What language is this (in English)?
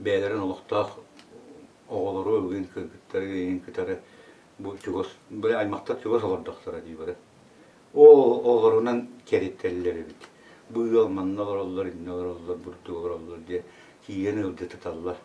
Yakut